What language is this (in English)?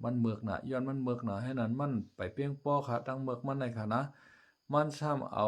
Shan